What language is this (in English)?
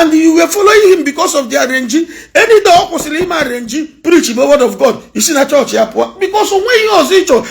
Igbo